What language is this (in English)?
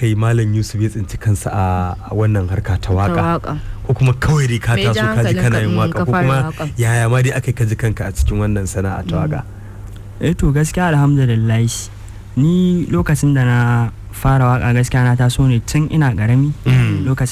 Hausa